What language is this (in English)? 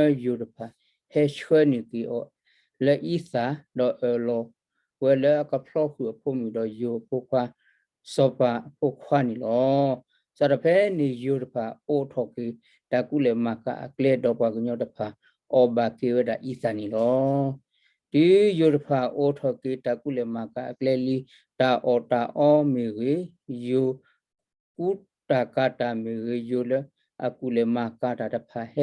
S'gaw Karen